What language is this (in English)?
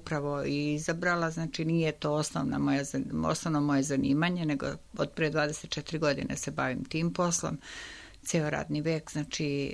Serbian